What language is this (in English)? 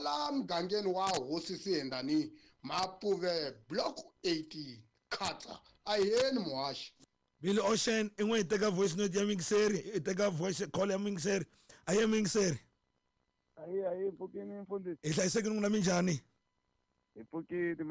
Tsonga